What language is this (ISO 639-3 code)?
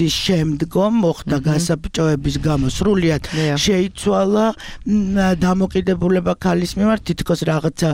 kat